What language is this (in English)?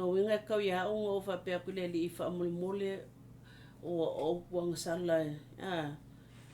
Samoan